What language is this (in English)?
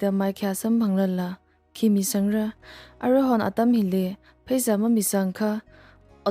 Tangkhul Naga (India)